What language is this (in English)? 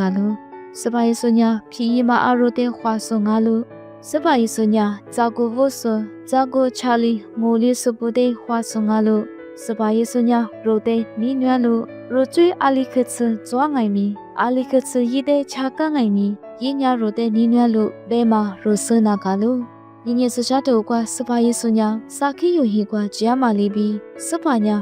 Lisu